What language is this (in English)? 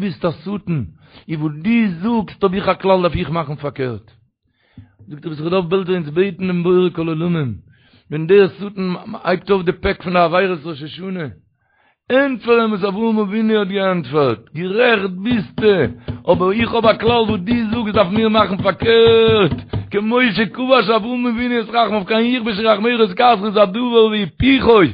Yiddish